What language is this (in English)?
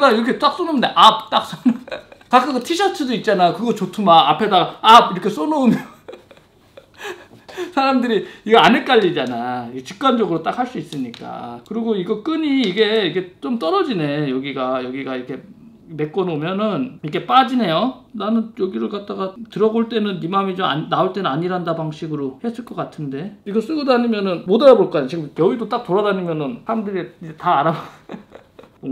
Korean